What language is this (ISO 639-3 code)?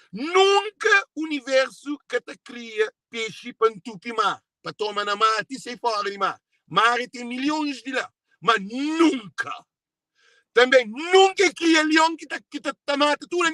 kea